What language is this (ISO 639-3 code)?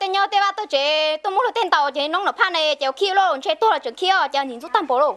hmn